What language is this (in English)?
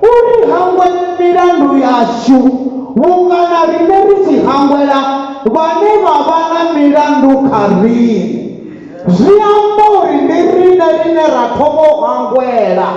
Venda